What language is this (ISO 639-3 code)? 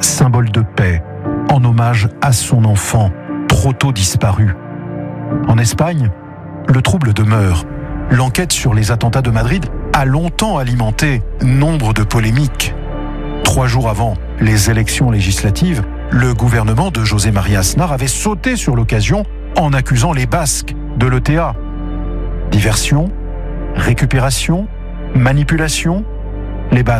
fra